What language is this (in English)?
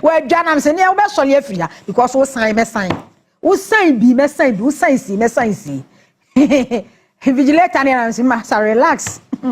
Akan